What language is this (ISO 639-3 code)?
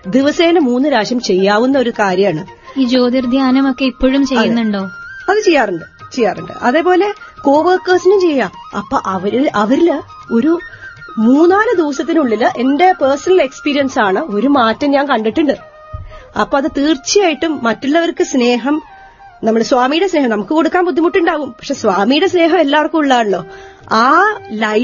mal